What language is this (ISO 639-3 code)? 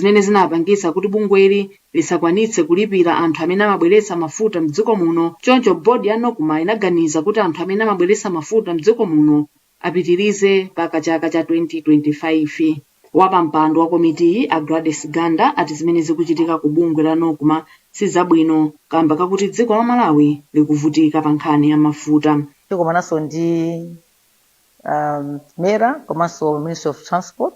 nya